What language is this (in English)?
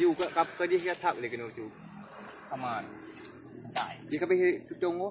Achinese